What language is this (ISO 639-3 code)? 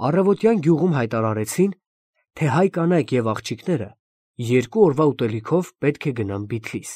hye